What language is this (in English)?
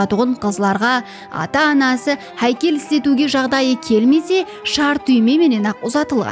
Kara-Kalpak